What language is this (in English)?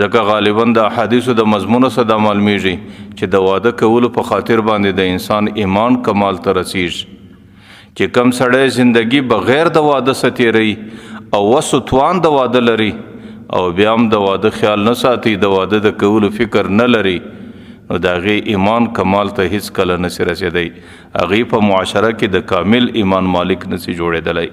Pashto